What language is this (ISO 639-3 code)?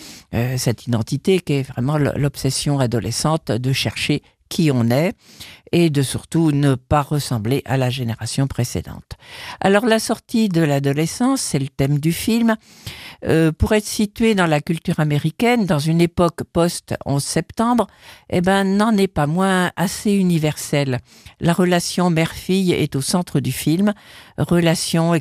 fra